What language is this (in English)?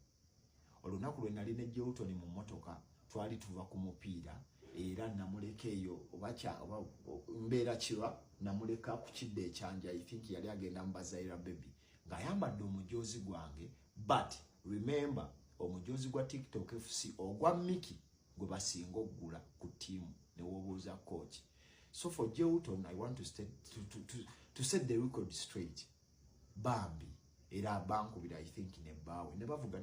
Ganda